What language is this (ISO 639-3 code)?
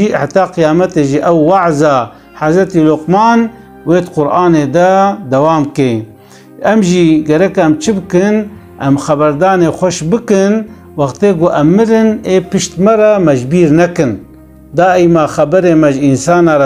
kur